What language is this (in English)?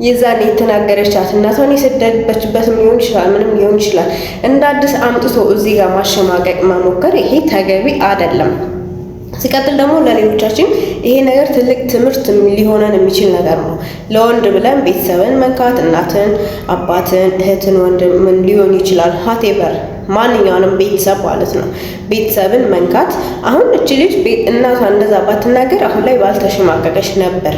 Amharic